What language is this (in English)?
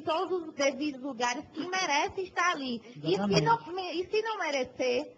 Portuguese